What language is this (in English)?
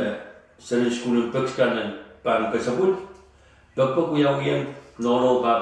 Pohnpeian